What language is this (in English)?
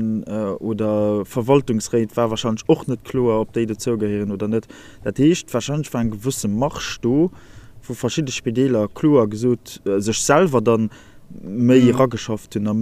Luxembourgish